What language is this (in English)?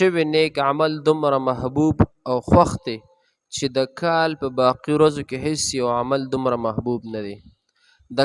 Pashto